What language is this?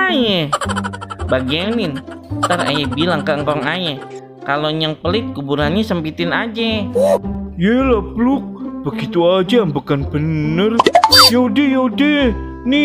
Betawi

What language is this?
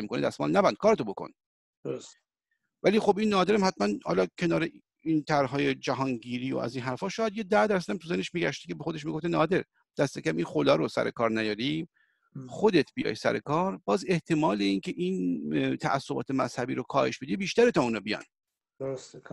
Persian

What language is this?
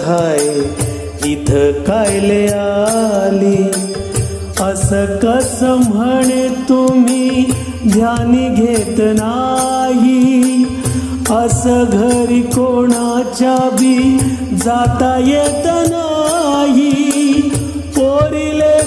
Marathi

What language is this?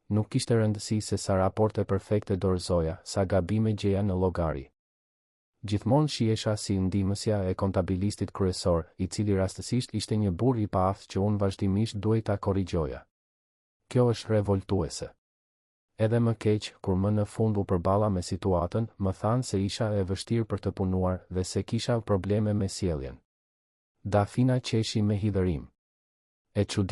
Albanian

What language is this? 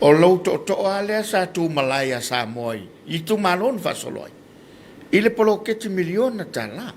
Samoan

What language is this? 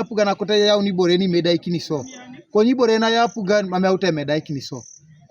Teso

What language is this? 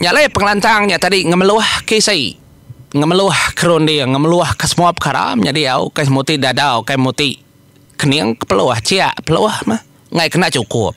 Iban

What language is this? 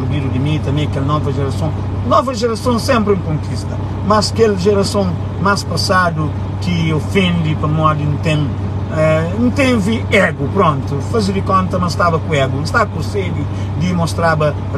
Kabuverdianu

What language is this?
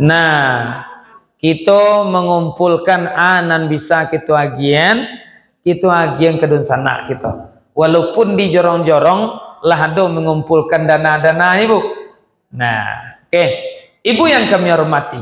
Minangkabau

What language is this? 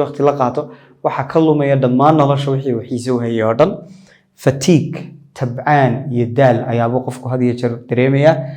Somali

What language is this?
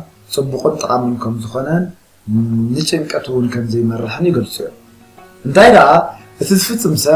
Tigrinya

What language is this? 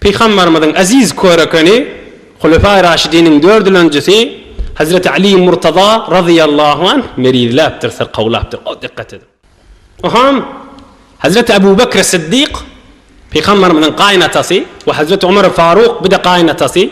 Turkmen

